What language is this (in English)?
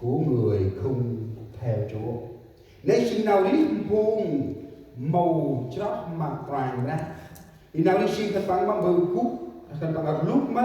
Central Mnong